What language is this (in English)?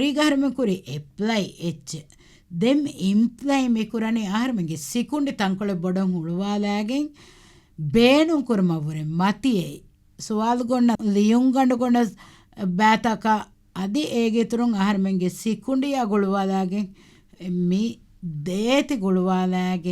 Divehi